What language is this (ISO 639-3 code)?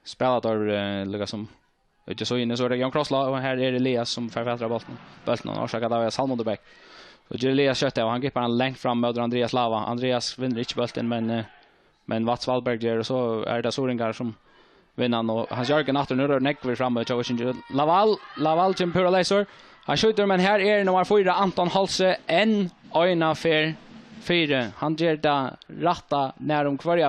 fao